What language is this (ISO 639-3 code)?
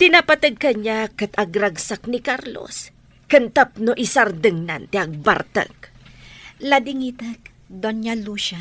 ilo